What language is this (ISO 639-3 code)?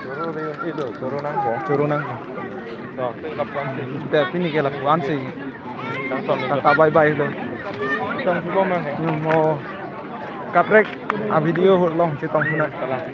mjw